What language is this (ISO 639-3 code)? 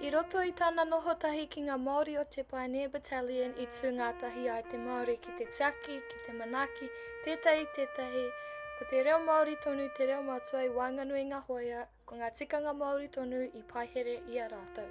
mri